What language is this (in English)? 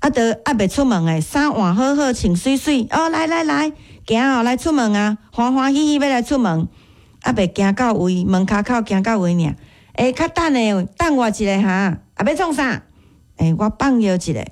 Min Nan Chinese